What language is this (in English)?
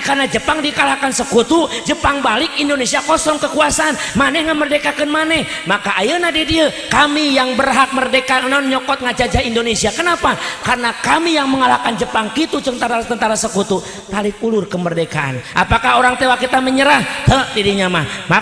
Sundanese